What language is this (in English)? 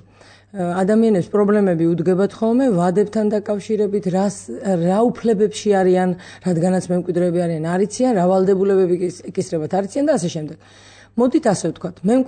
Georgian